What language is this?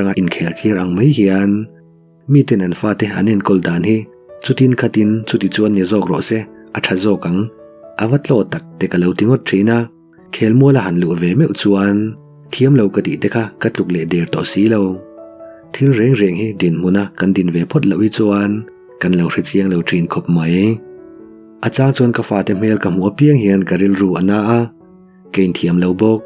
Mizo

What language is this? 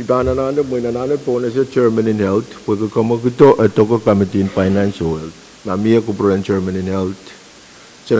Pohnpeian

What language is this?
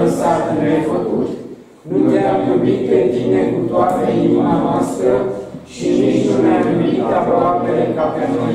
Romanian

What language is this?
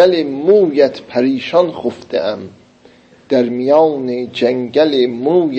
South Azerbaijani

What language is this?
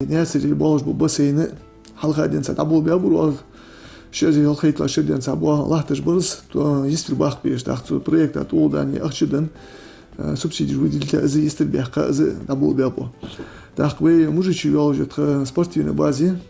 Ingush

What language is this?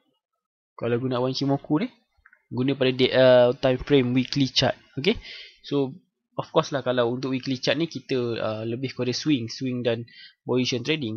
Malay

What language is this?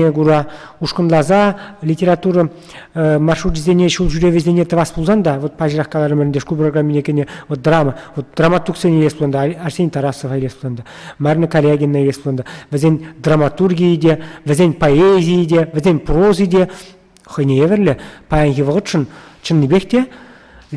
Chuvash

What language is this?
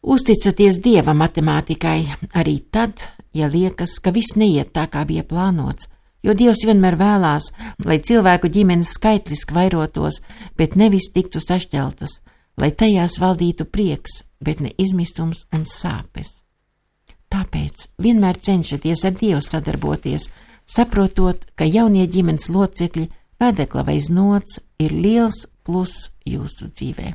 Latvian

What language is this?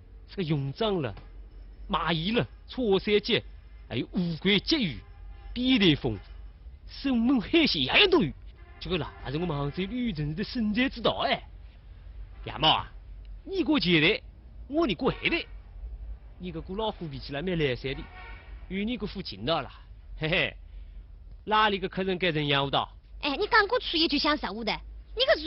Wu Chinese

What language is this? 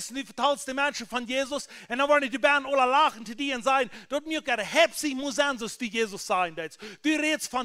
Plautdietsch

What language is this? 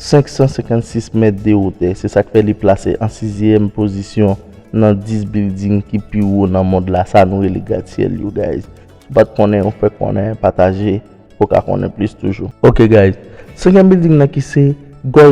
Haitian Creole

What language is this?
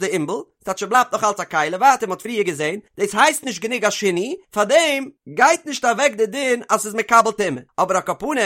Yiddish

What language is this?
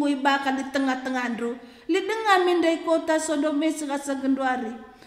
Batak Karo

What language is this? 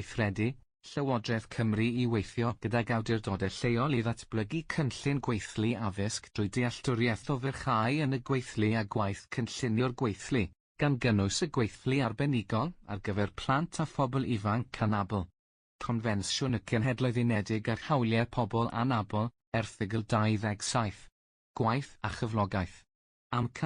Welsh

